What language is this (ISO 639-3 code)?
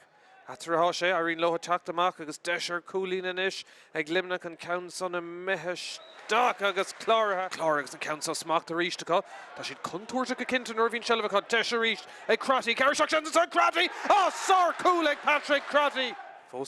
gle